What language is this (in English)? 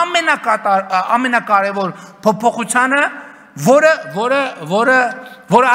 Armenian